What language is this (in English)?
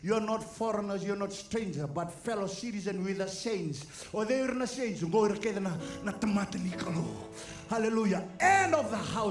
Fijian